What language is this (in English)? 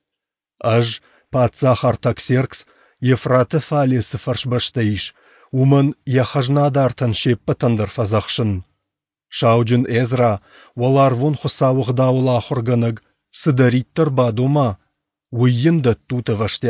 Ossetic